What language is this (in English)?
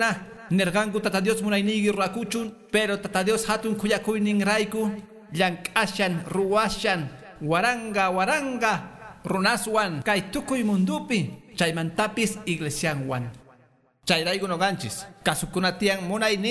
Quechua